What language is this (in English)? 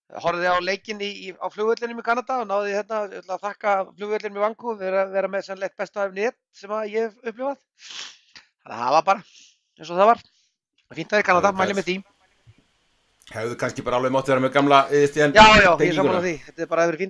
Icelandic